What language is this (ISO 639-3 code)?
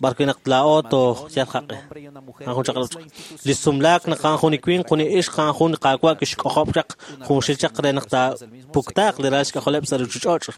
kek